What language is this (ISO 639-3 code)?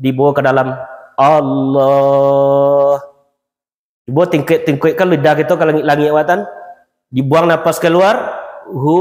min